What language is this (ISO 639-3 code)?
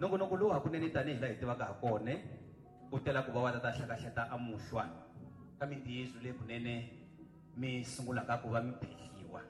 tso